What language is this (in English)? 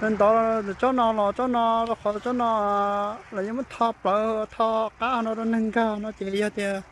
Hmong